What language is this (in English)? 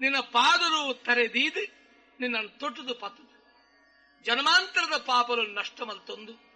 Tulu